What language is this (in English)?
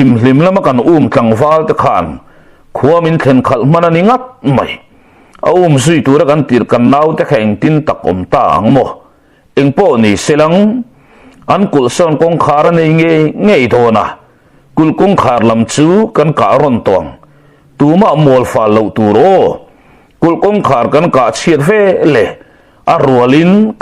Mizo